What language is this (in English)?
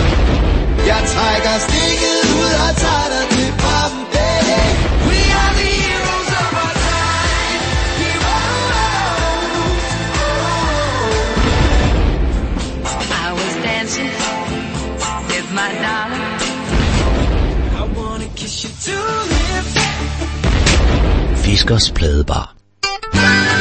Danish